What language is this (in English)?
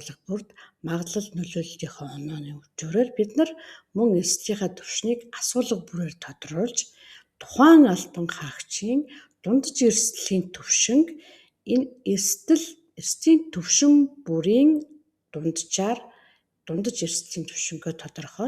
Mongolian